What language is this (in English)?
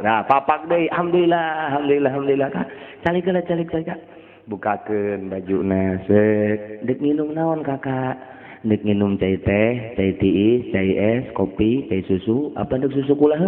Sundanese